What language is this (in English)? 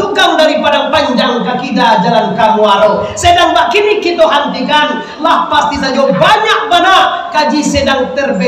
Minangkabau